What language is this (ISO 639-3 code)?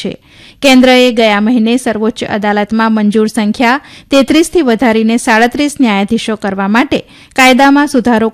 guj